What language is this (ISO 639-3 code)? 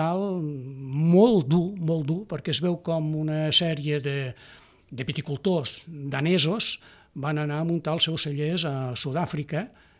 cat